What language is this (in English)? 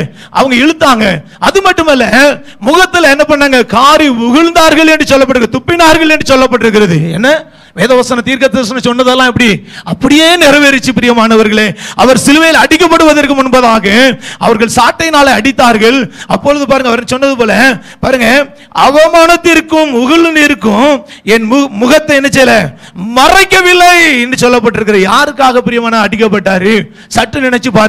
Tamil